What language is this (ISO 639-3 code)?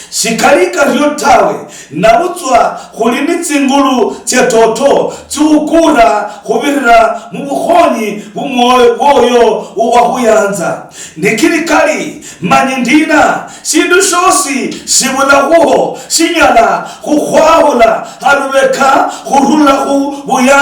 luy